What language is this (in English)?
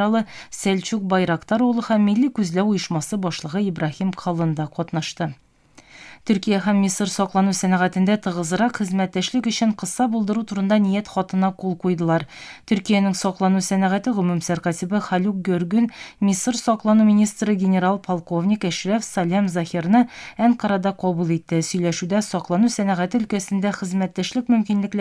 Tatar